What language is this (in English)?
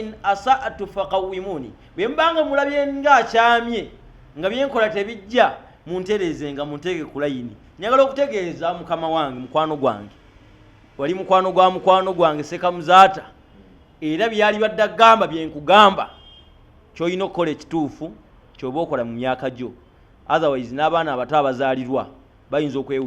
Ganda